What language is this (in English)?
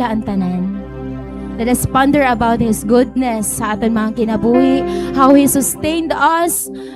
Waray